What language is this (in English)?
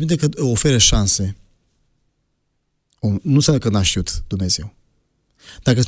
Romanian